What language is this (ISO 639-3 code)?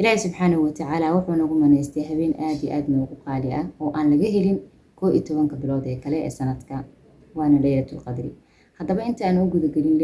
som